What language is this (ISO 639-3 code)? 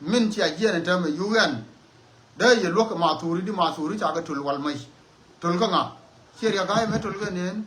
nus